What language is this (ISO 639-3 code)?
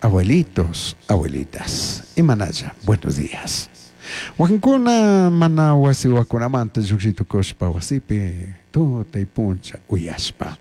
qug